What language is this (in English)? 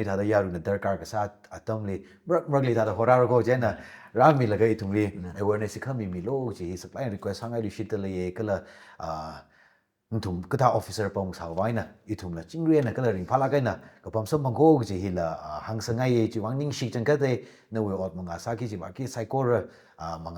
Tangkhul Naga (India)